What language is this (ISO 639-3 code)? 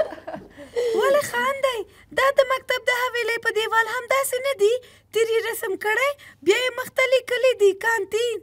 pus